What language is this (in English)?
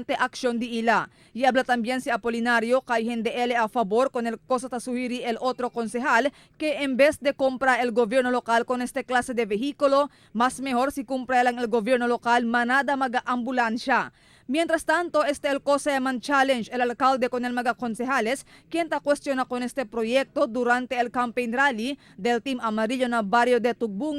Chavacano